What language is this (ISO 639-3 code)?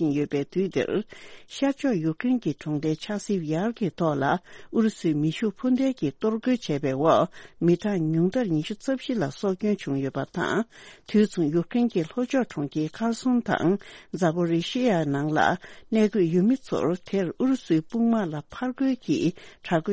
bod